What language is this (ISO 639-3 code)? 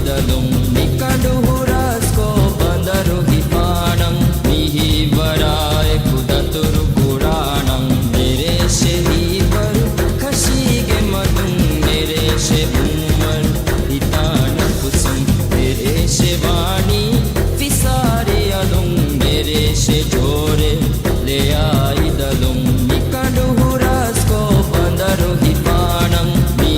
div